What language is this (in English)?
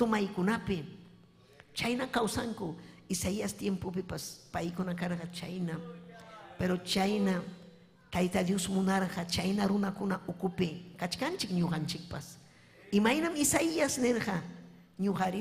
Ayacucho Quechua